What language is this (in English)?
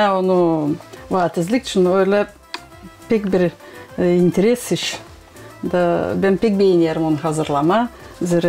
Gagauz